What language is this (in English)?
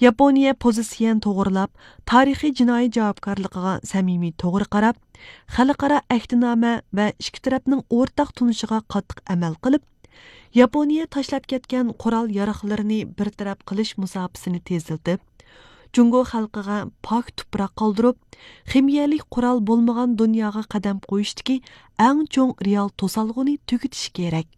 Uyghur